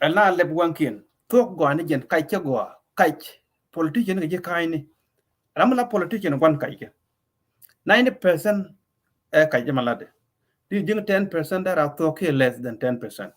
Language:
Nuer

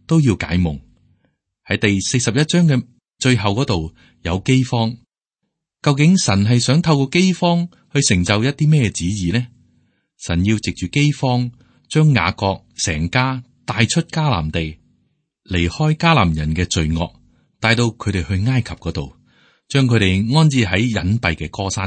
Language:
Cantonese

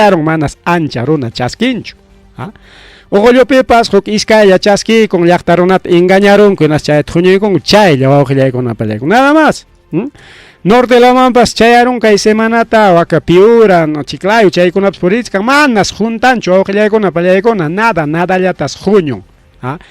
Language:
Ayacucho Quechua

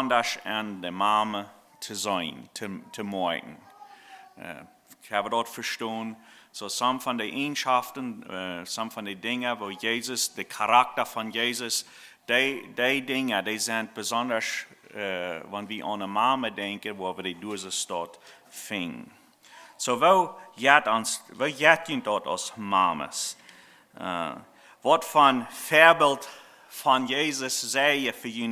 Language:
Plautdietsch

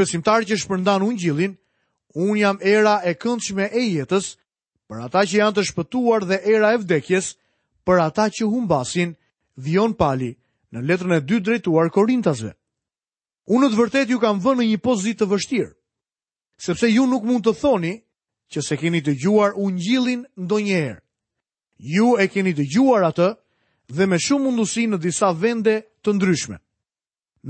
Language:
Albanian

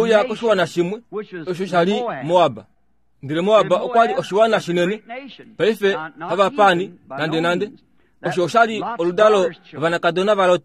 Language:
Kuanyama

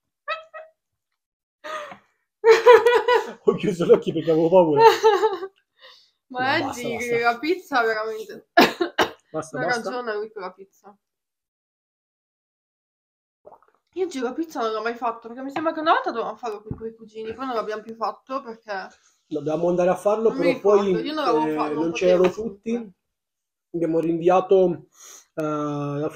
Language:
Italian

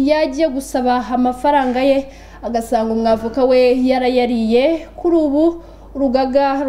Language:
Kinyarwanda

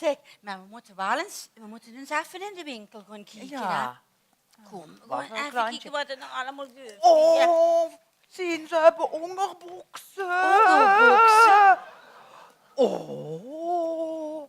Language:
Limburgish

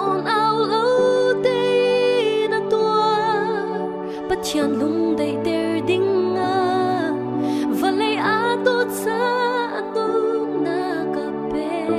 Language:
Hakha Chin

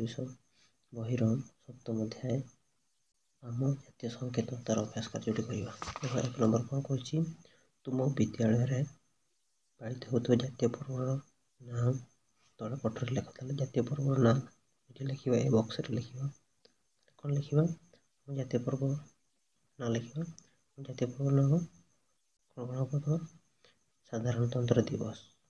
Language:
Odia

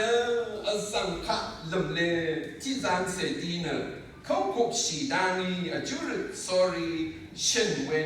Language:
Rawang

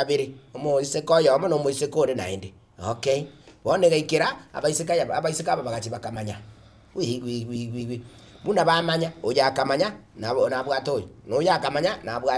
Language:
Gusii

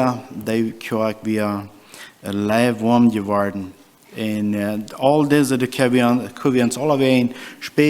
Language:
Plautdietsch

